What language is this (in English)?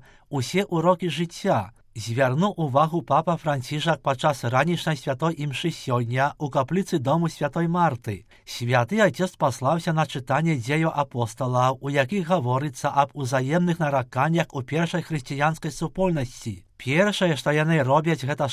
Belarusian